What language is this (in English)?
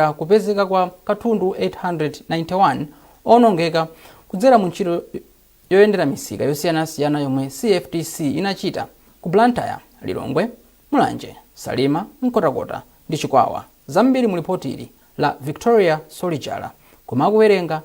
Nyanja